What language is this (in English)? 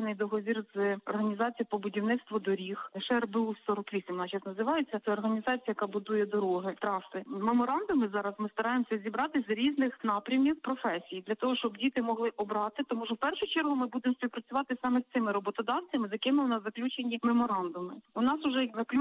Ukrainian